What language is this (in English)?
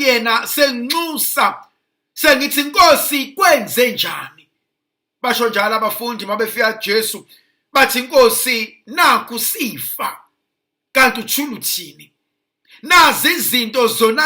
Zulu